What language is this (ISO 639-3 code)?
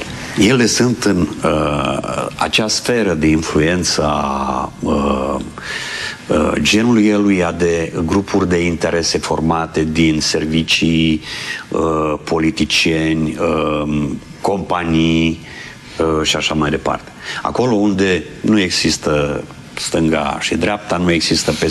ron